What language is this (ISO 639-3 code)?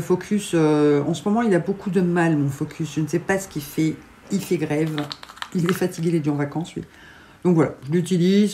fra